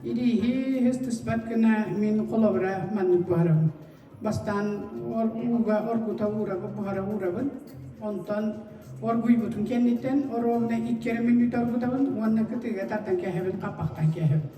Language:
Yakut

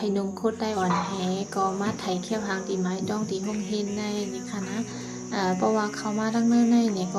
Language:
Shan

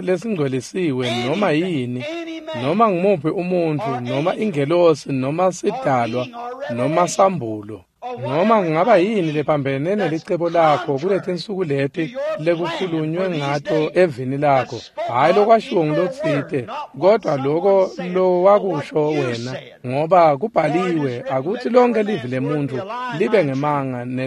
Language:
Swati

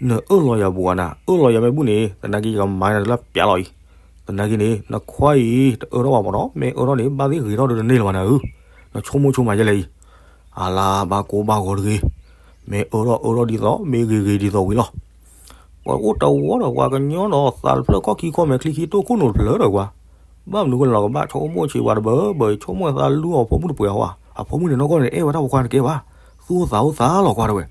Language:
S'gaw Karen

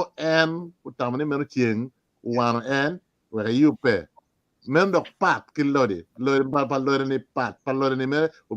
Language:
Acoli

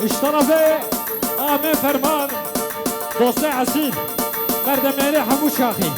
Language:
Kurdish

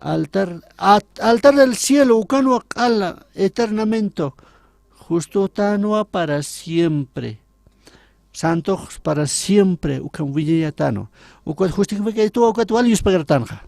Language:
Aymara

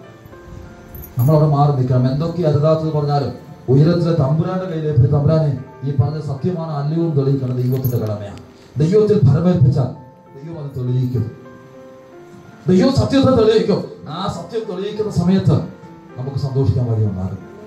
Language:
Malayalam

